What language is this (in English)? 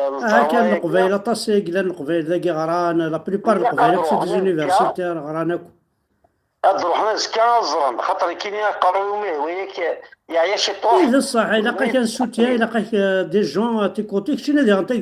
Kabyle